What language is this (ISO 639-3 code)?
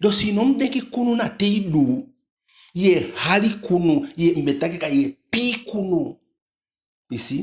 djk